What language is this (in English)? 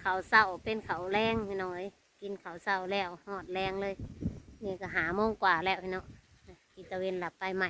Lao